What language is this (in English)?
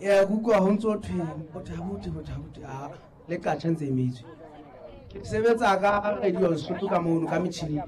Southern Sotho